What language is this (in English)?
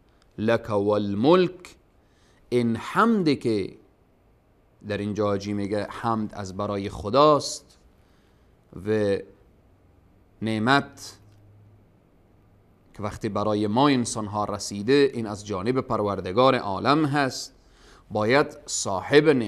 Persian